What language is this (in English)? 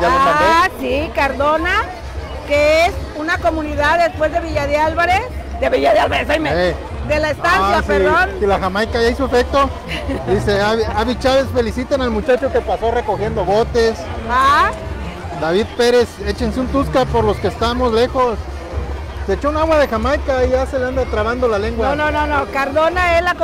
Spanish